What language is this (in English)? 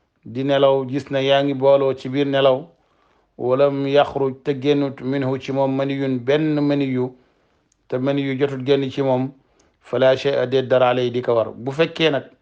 Wolof